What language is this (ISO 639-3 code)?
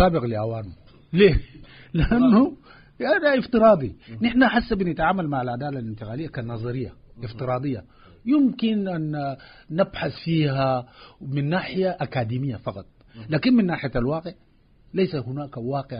apd